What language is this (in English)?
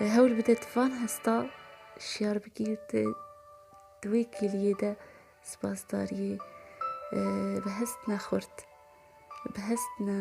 Kurdish